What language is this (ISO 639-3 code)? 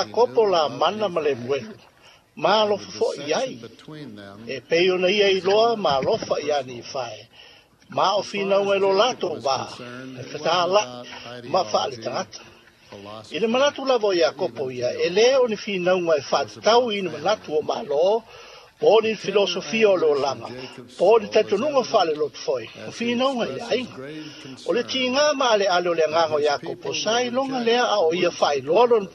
smo